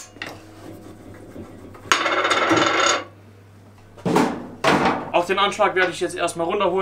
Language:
German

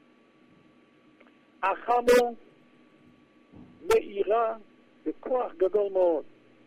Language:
Hebrew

